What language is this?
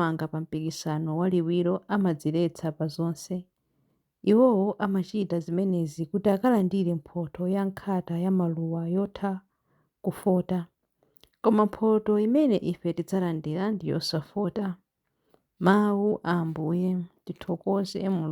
Nyanja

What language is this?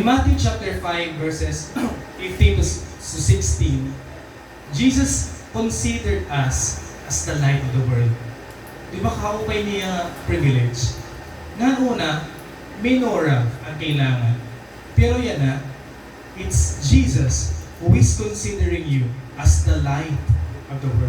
Waray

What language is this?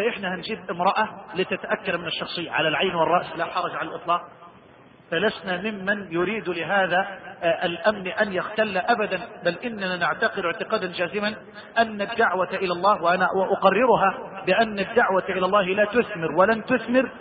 Arabic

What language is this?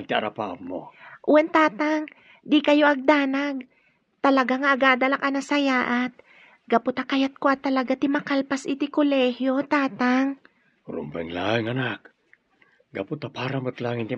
Iloko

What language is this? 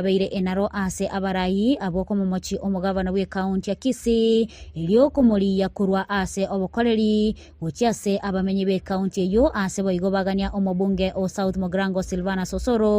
Gusii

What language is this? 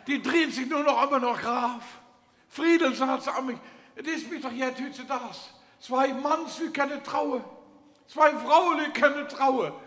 Limburgish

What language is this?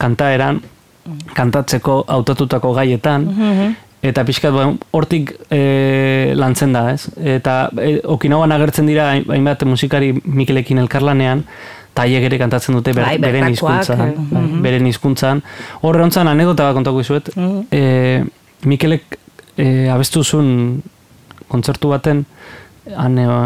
Basque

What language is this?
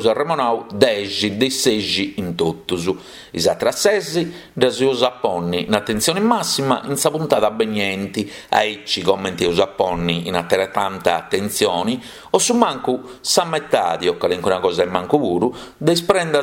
Sardinian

